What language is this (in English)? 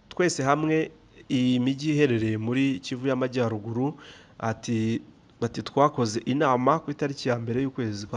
Kinyarwanda